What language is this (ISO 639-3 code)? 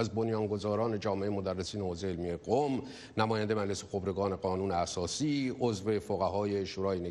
fas